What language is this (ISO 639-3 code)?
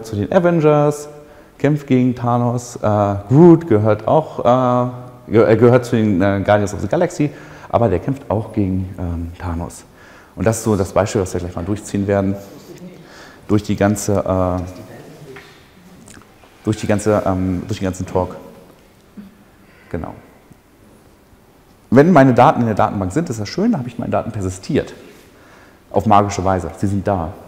deu